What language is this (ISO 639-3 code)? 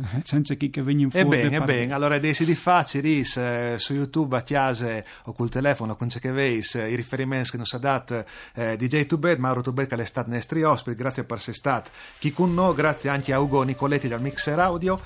fur